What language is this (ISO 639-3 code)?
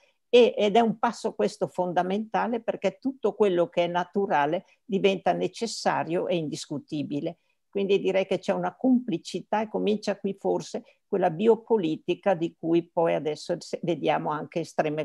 ita